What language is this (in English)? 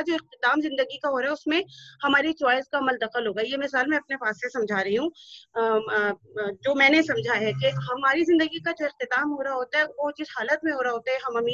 Urdu